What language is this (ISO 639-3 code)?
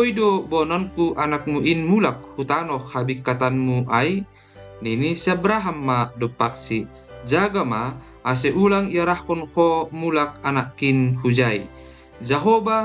bts